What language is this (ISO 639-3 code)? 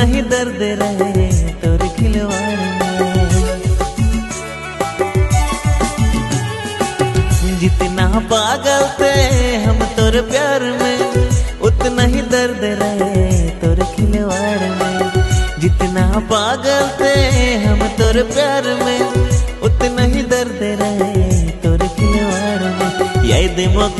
sck